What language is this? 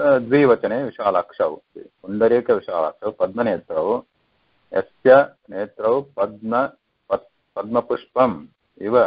Sanskrit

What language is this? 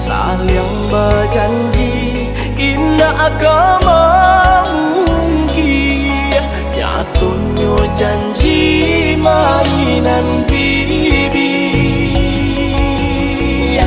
Minangkabau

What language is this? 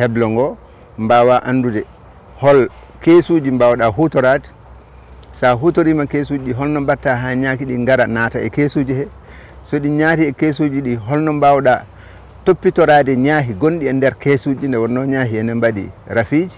Fula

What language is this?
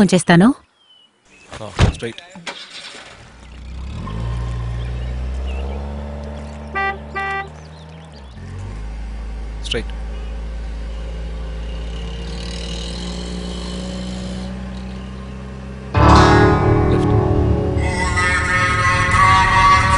Telugu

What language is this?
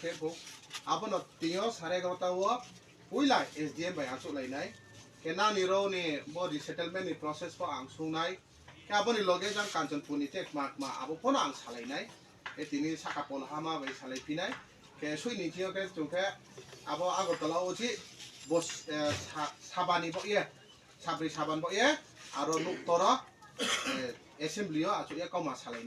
Riang (India)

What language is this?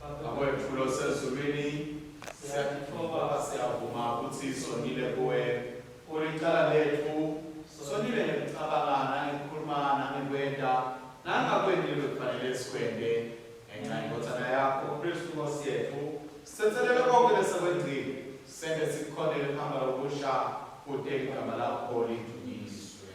Swati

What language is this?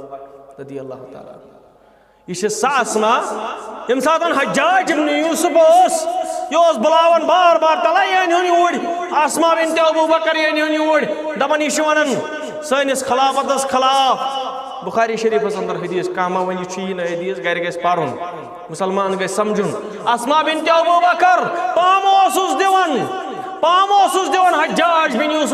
Kashmiri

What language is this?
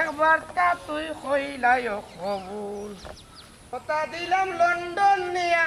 Sylheti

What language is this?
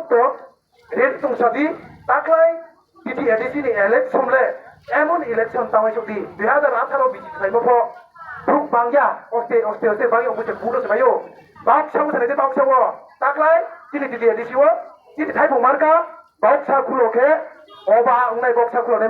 Riang (India)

